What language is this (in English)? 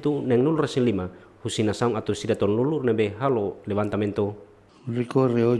Tetum